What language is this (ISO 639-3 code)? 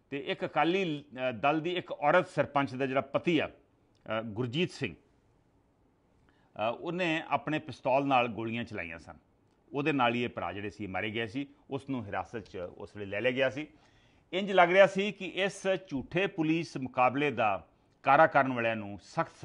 pan